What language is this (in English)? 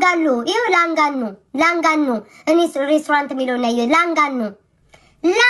Amharic